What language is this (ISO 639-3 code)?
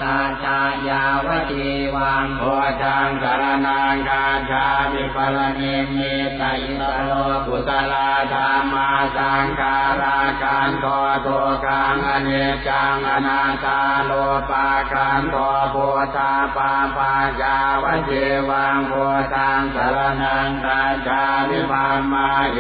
pli